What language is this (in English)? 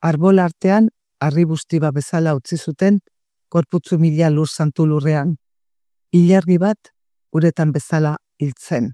Basque